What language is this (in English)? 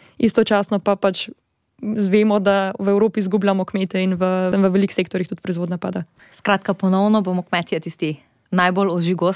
Slovenian